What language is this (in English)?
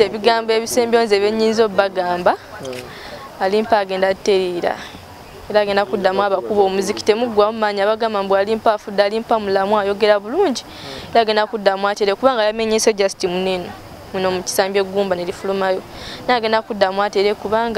Ganda